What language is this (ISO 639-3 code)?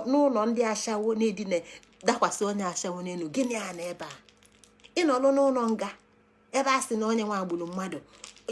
ibo